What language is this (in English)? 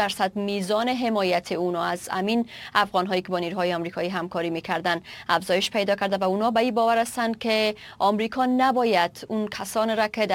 Persian